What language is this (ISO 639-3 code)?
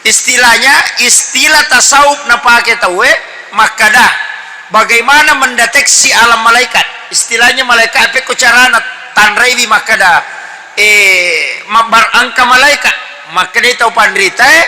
bug